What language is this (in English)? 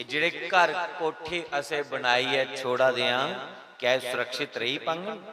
Dogri